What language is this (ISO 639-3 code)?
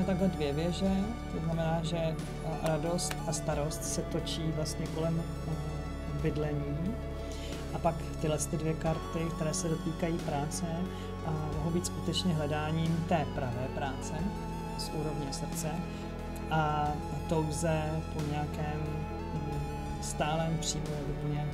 ces